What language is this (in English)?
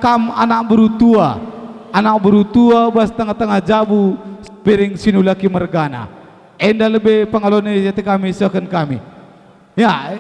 Batak Karo